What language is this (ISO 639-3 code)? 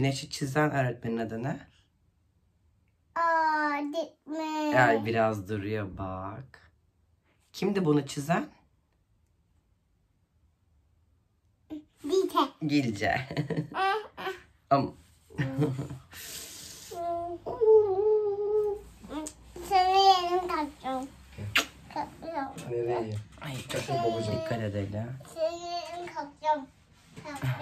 tur